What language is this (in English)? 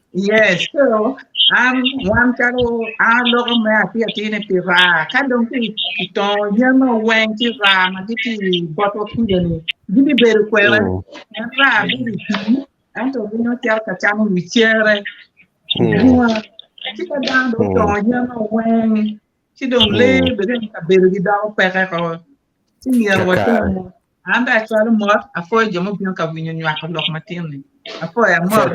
Acoli